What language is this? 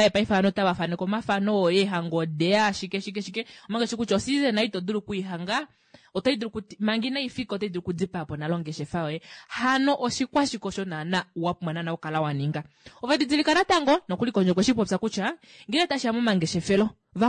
Kuanyama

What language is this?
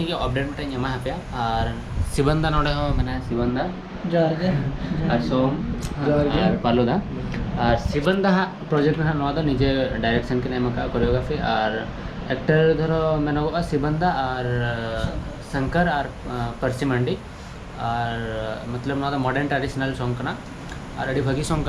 Santali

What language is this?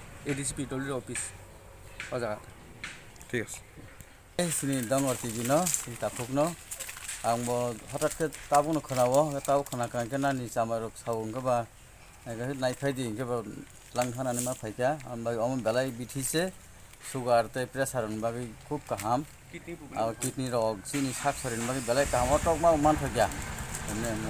Kok Borok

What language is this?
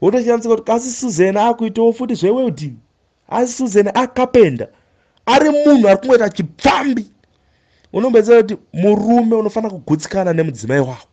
Shona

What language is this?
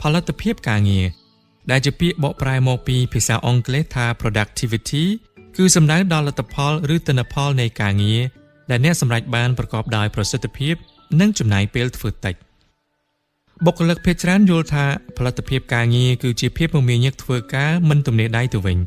Khmer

